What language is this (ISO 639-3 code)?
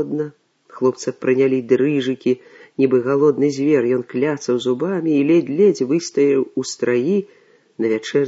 bel